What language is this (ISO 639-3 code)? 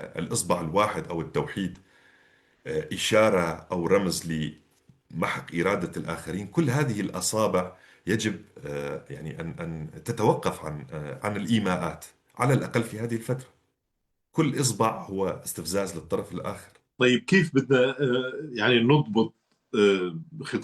apc